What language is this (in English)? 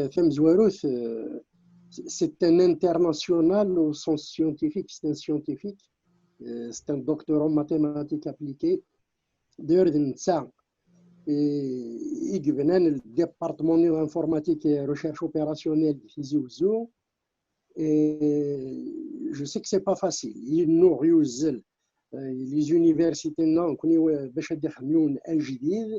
Kabyle